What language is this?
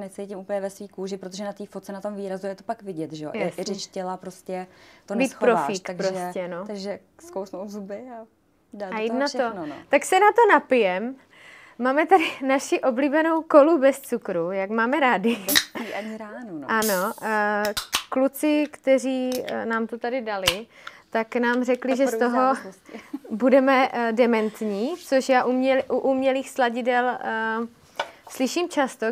Czech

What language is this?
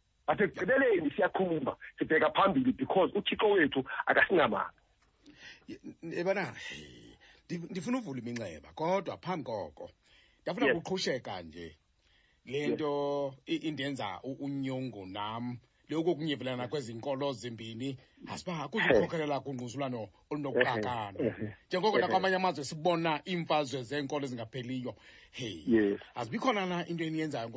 Xhosa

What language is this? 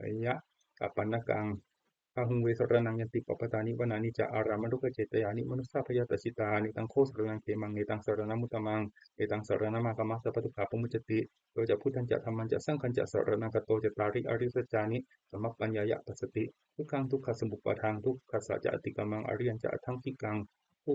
Pali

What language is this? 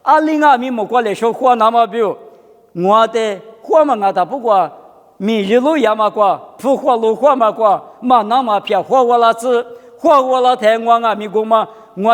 Lisu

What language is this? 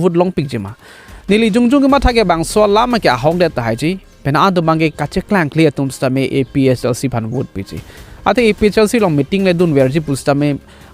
Karbi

